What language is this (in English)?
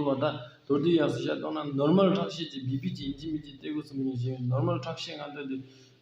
Tibetan